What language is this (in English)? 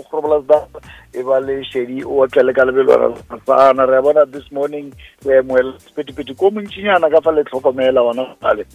Northern Sotho